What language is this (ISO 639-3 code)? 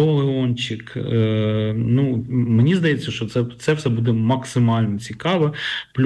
ukr